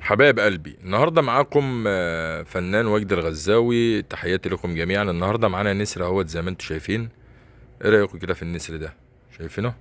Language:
Egyptian Arabic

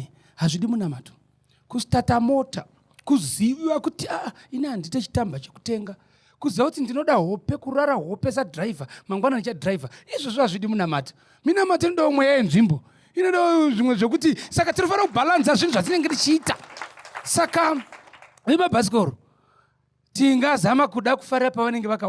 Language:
Shona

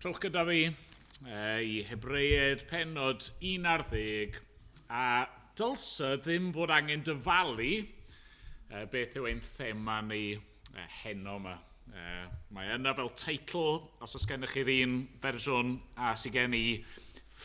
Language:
Welsh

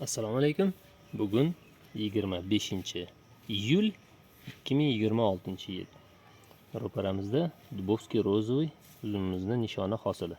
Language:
Uzbek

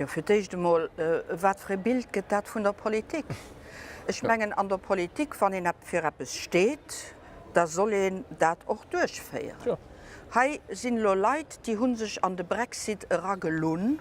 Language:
Luxembourgish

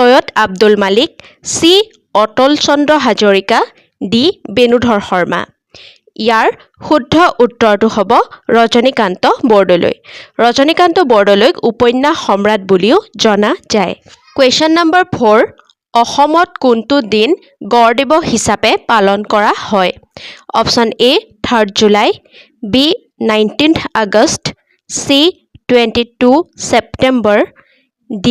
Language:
Assamese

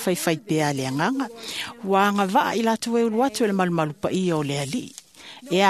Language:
Samoan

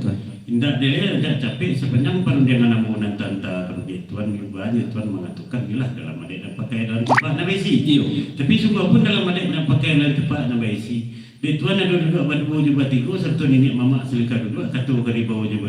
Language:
Minangkabau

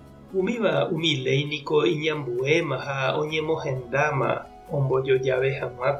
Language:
Guarani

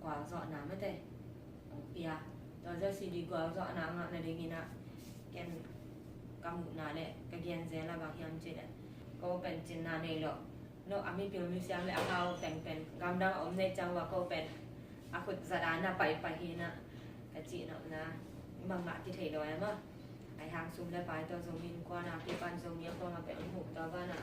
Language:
Tedim Chin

